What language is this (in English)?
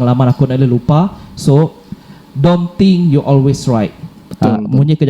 Iban